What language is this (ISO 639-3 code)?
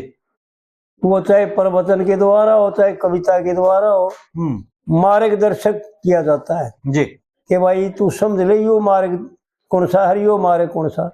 bgc